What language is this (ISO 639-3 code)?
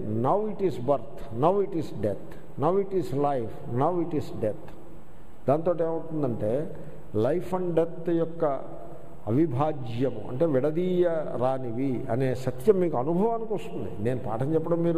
tel